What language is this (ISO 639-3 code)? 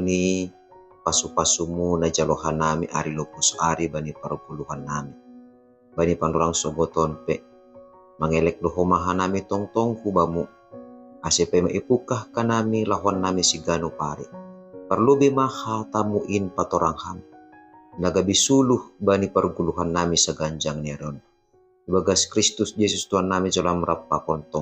bts